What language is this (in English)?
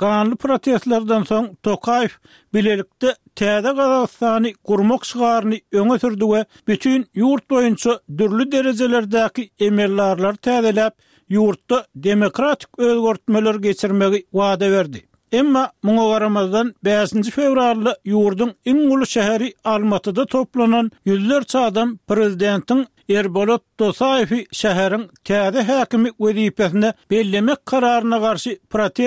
Turkmen